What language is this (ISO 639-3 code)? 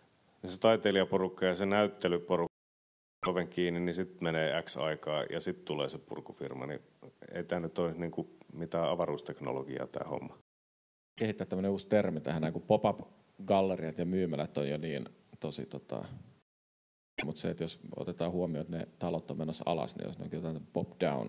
fin